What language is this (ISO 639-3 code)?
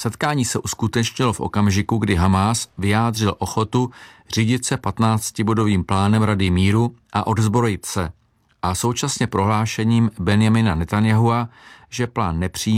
ces